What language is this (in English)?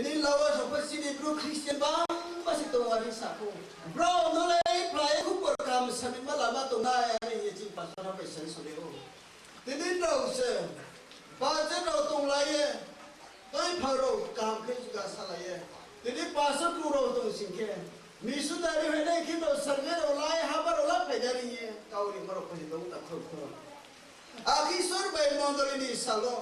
Riang (India)